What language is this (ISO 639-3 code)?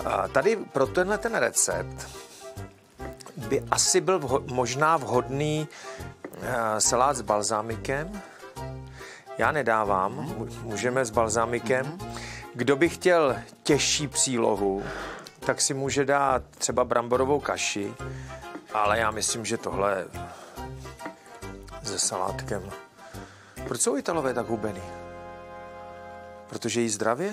ces